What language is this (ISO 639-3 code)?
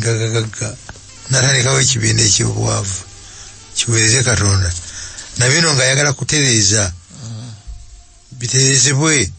lug